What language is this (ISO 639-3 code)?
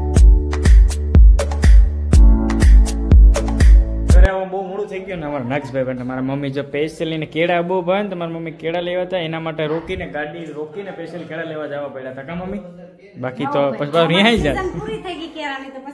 guj